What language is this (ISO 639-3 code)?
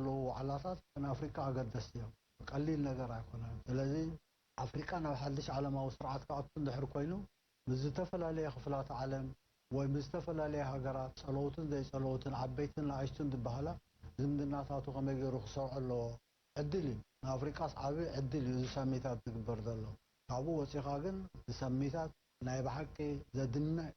tir